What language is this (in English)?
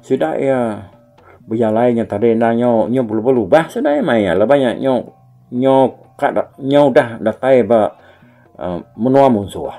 Iban